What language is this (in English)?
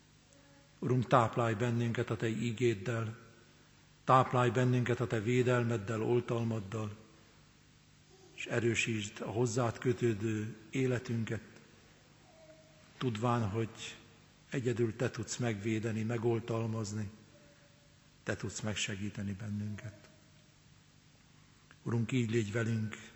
Hungarian